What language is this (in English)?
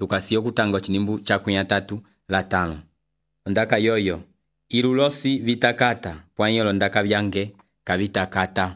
Umbundu